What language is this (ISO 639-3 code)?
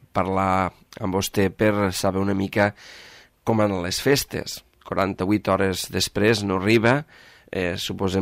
cat